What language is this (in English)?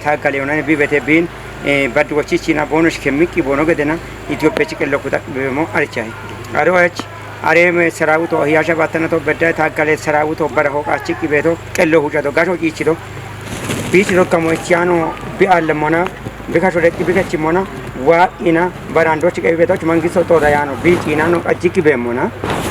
Kafa